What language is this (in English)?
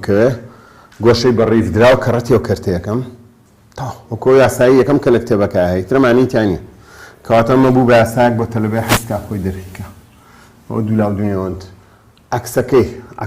Central Kurdish